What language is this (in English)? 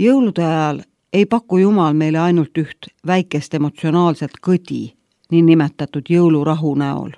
Estonian